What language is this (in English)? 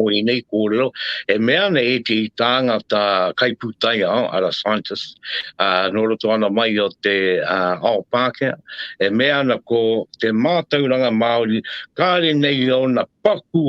Māori